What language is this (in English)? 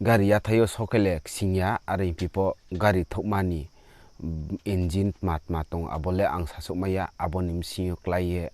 Riang (India)